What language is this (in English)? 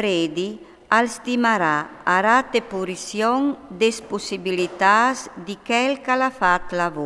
Friulian